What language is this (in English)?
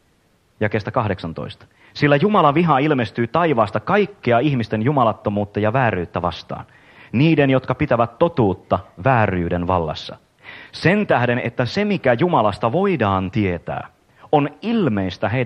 Finnish